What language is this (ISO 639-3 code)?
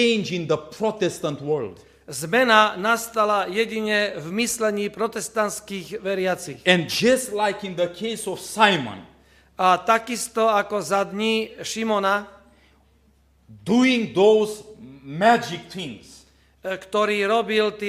slk